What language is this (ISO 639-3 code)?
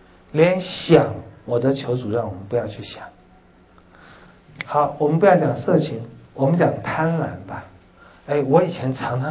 zho